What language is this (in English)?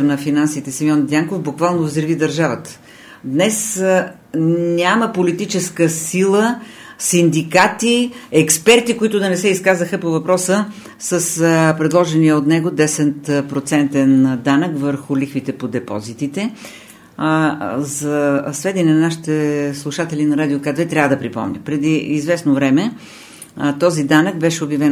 Bulgarian